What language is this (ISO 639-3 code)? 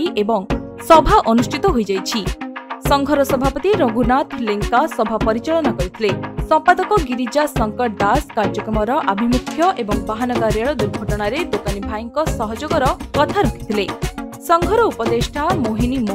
ori